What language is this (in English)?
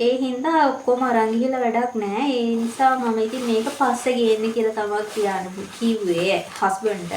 Sinhala